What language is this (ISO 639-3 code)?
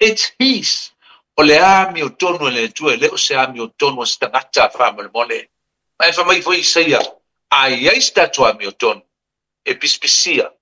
smo